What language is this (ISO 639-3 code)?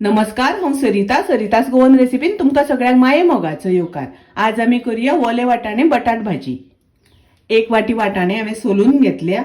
kok